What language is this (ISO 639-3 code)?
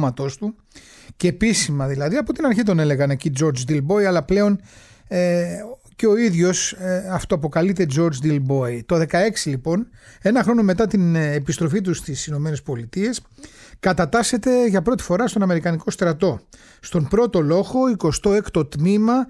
ell